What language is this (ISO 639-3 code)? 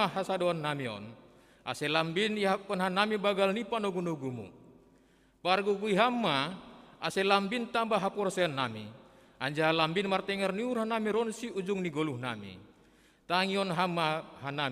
bts